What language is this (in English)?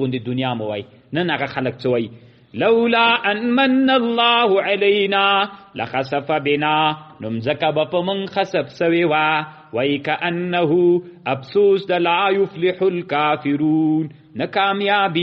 Pashto